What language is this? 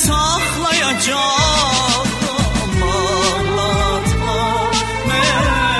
Turkish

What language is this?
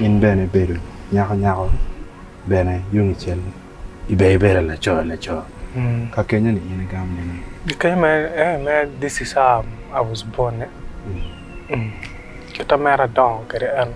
Acoli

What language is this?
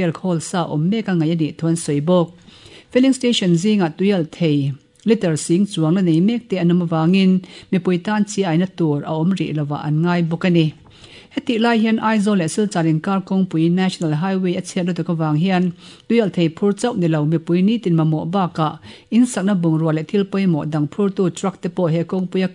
Mizo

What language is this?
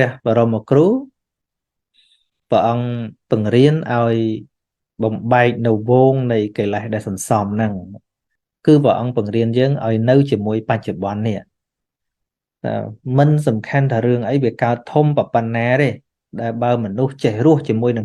Khmer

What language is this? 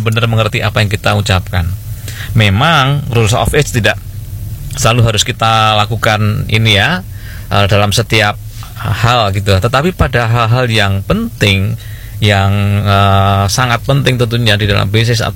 Indonesian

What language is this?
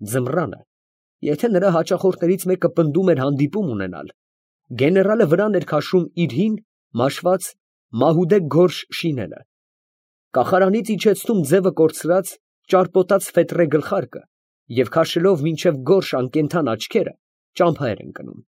Armenian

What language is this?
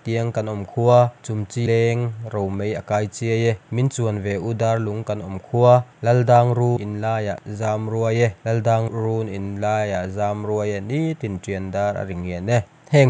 Mizo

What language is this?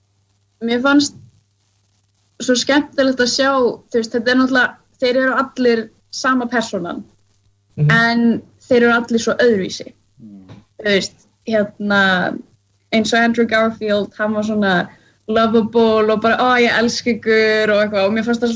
Icelandic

